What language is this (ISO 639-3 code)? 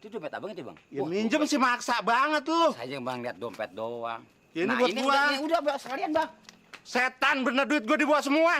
bew